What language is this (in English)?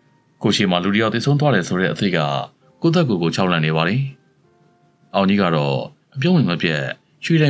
Burmese